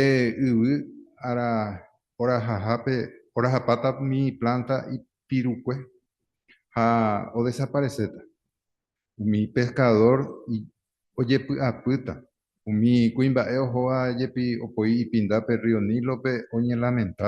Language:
Guarani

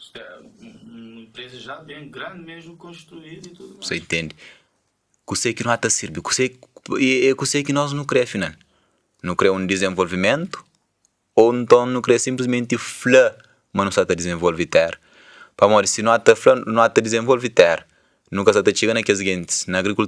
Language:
Kabuverdianu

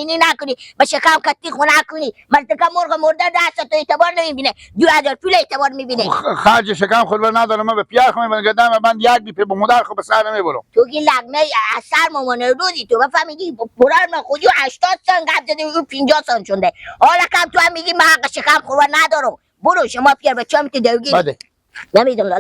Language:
Persian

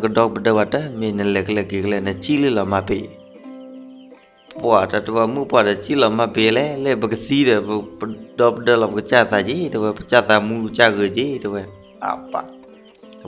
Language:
S'gaw Karen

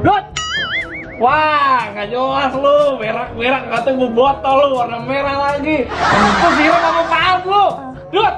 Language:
Betawi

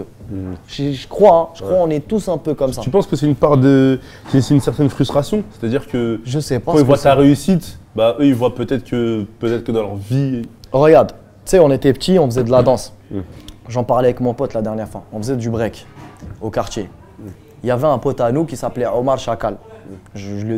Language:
French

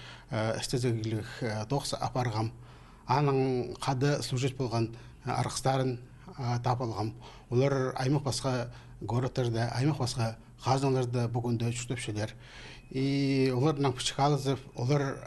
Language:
Khakas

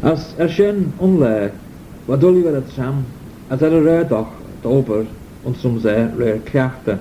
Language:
Manx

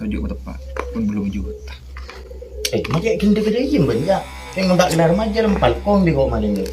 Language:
Madurese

